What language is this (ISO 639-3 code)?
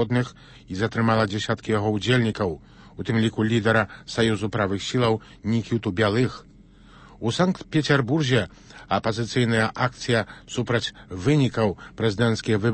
bel